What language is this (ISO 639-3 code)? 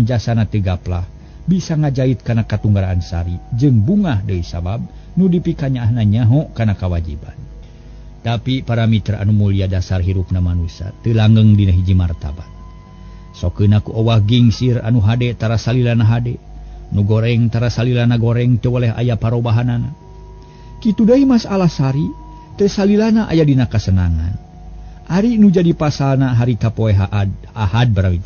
sun